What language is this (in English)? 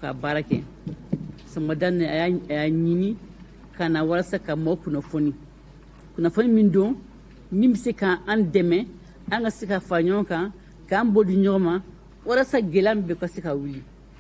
Bambara